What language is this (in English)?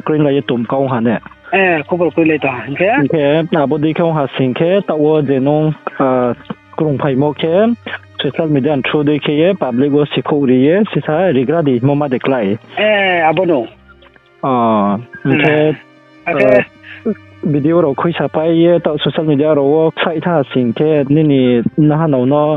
Riang (India)